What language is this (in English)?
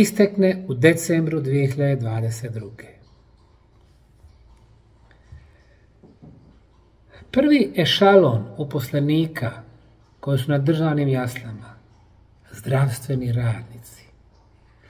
Bosnian